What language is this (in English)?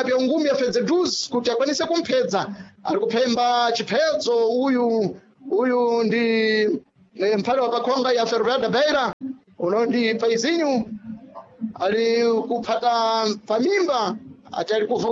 Sena